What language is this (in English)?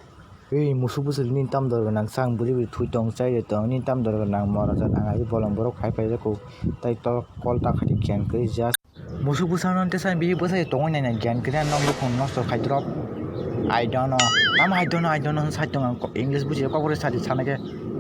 Kok Borok